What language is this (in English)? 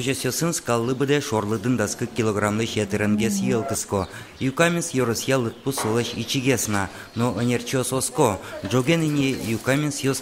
Udmurt